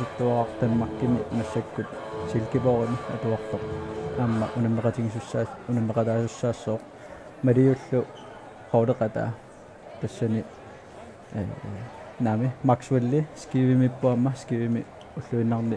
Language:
Kalaallisut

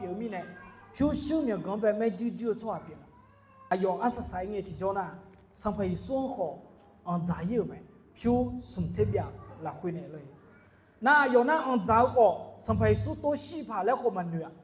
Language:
Akha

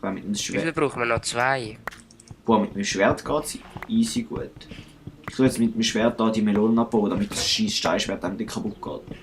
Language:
Swiss German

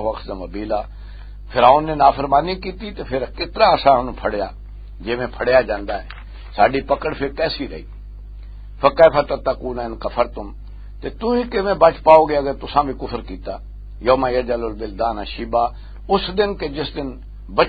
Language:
Western Panjabi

